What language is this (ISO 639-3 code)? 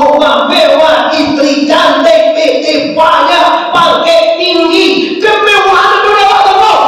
min